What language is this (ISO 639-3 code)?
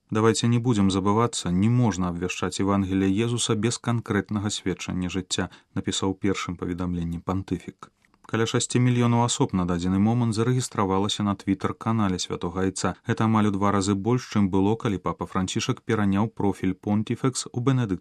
bel